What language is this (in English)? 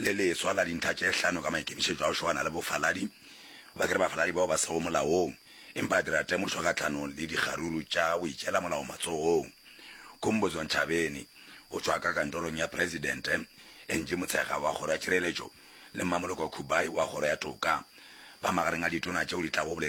Northern Sotho